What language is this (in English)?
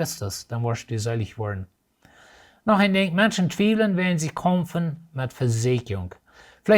Plautdietsch